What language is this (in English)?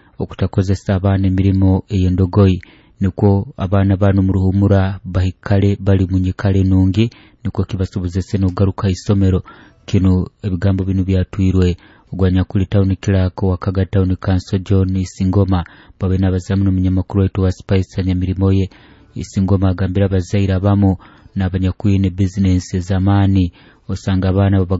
Nyoro